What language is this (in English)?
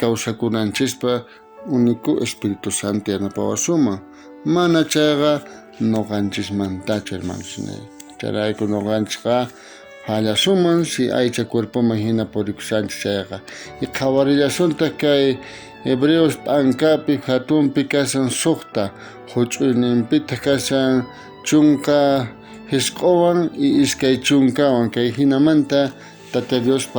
South Bolivian Quechua